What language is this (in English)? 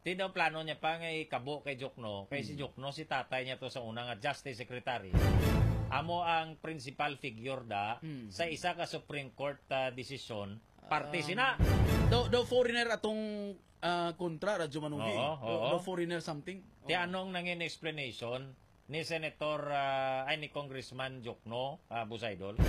Hiligaynon